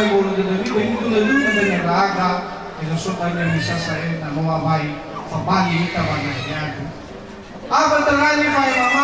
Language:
Nias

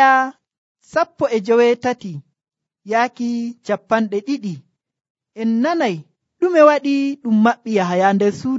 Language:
Nigerian Fulfulde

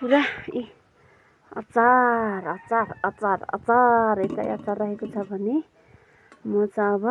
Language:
Nepali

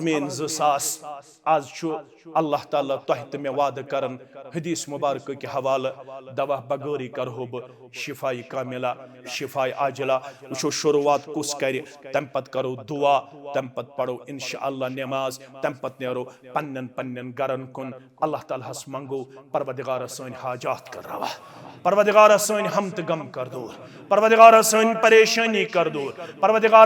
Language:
Kashmiri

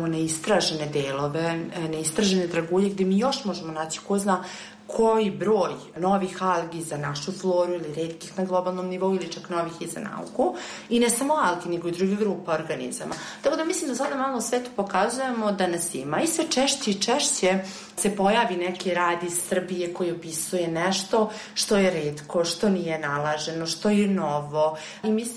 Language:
Serbian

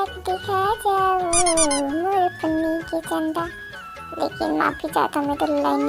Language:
Chhattisgarhi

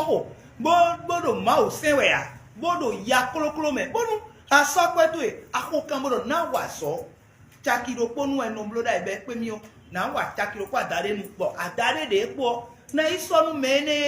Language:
Fon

